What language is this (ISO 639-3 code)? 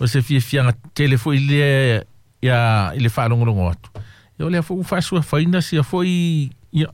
smo